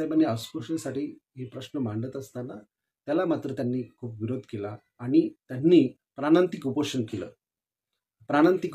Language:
Marathi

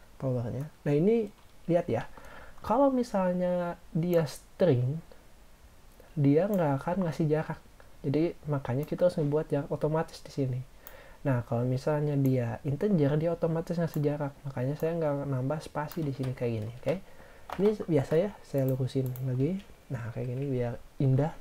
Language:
Indonesian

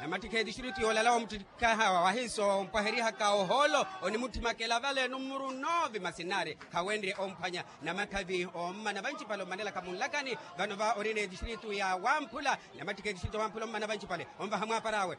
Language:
Makhuwa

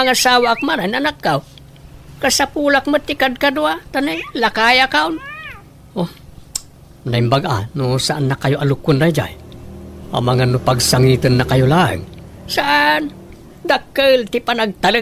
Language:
Iloko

